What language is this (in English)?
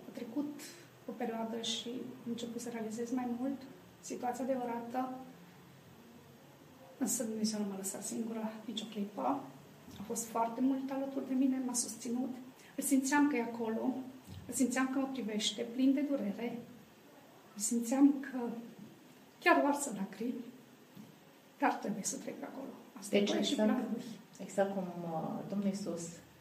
Romanian